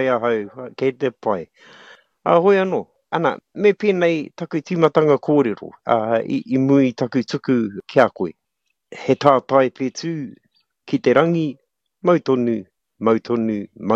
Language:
Māori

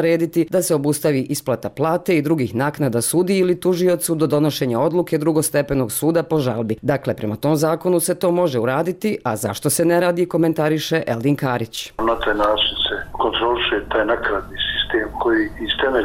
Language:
Bosnian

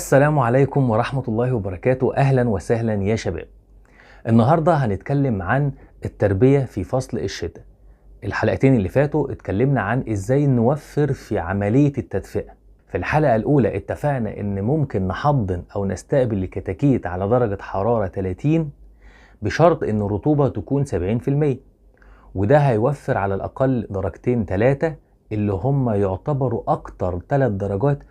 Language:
Egyptian Arabic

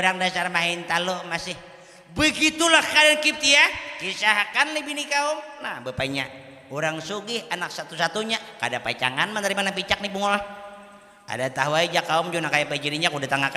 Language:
Banjar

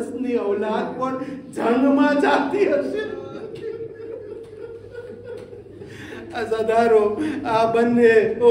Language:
Gujarati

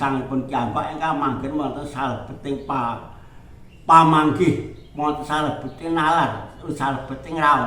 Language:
Javanese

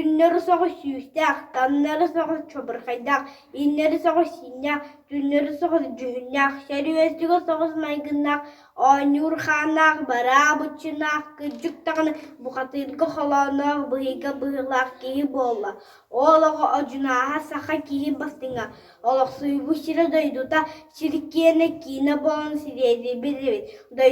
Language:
Yakut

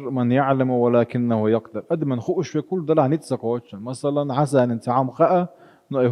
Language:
Chechen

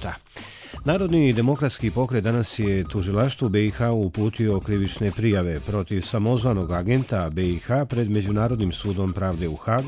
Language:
Bosnian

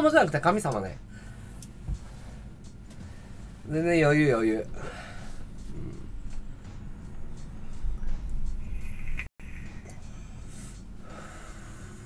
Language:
Japanese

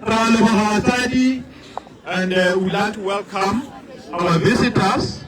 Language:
Tswana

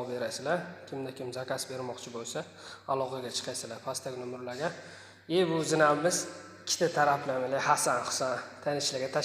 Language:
Uzbek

